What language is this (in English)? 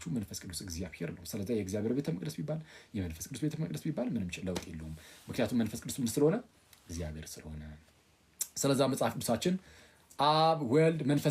Amharic